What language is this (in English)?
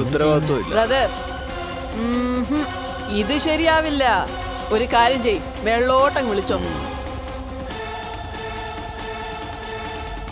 Malayalam